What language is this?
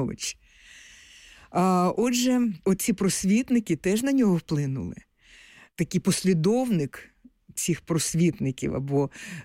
Ukrainian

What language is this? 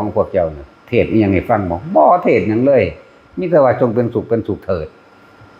Northeastern Thai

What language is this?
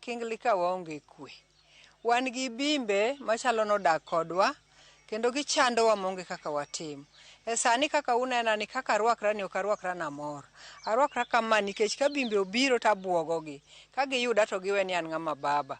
Luo (Kenya and Tanzania)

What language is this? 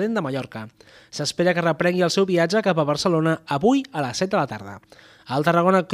Catalan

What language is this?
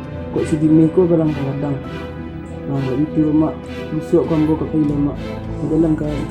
Minangkabau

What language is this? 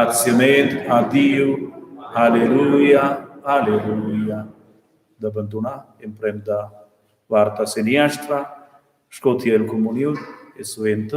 Romansh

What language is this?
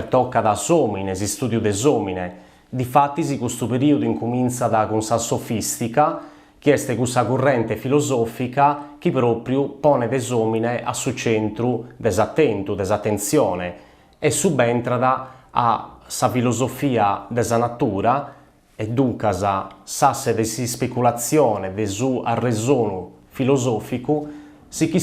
Sardinian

